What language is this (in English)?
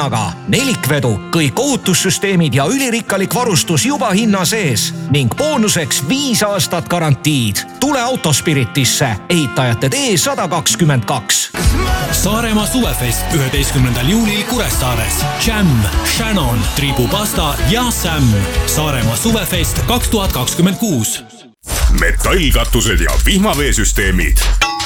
Estonian